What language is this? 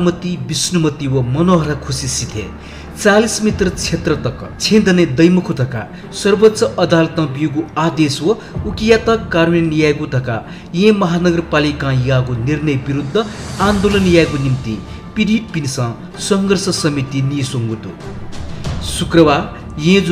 Newari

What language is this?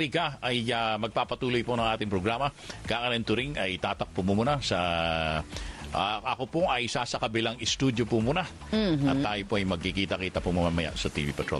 Filipino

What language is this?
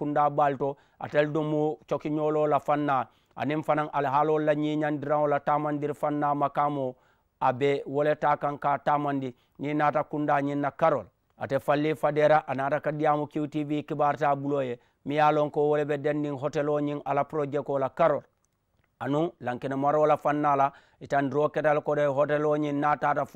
Mandingo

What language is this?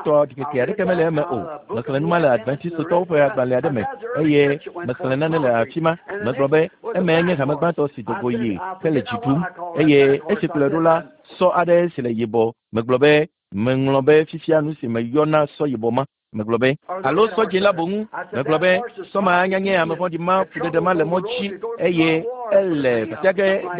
Ewe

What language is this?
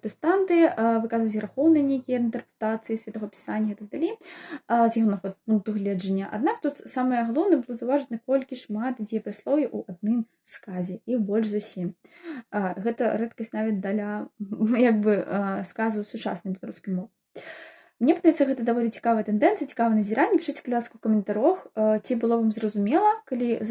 Belarusian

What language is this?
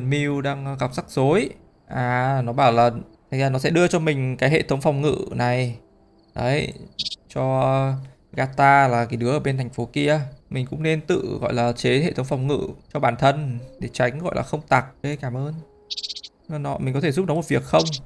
Vietnamese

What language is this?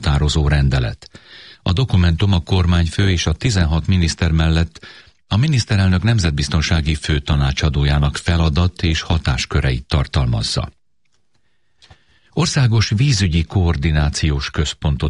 Hungarian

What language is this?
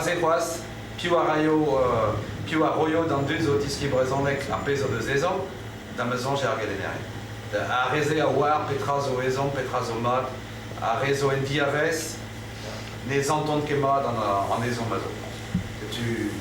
Breton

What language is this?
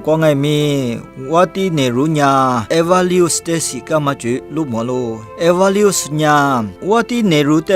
Lisu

